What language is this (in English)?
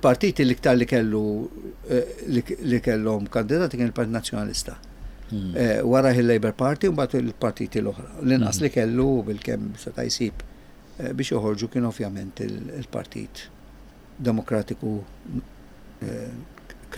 Maltese